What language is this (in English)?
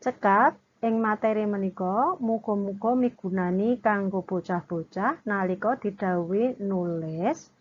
Javanese